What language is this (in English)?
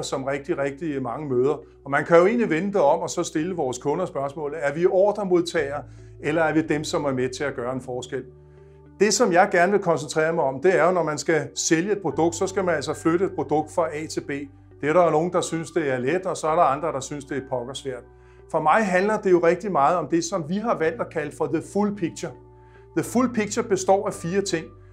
Danish